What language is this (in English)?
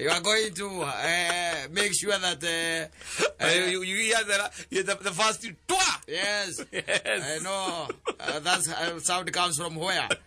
Kikuyu